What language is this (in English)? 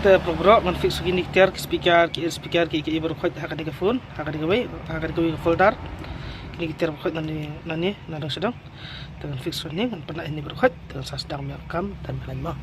Khasi